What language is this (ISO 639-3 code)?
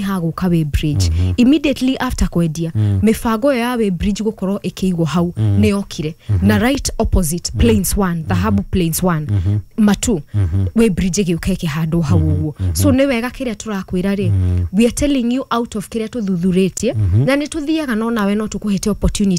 kik